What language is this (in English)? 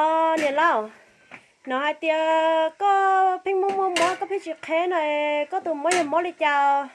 Hmong